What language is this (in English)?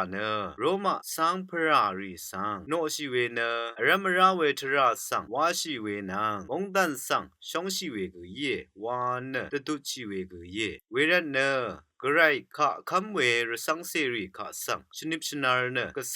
Rawang